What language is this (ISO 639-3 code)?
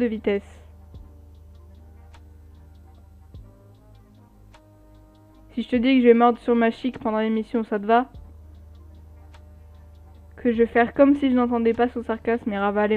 fra